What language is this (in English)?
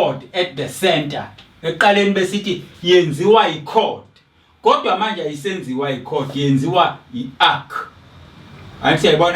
Zulu